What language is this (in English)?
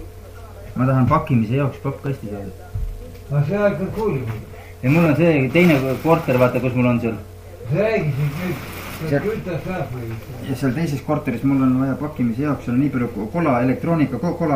Estonian